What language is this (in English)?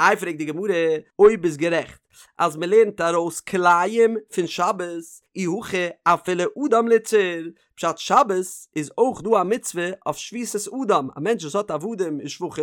Yiddish